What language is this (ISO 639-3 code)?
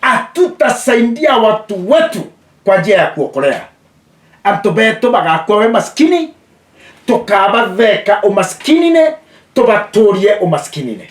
mer